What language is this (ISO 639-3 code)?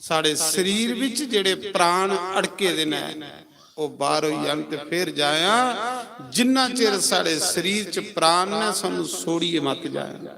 doi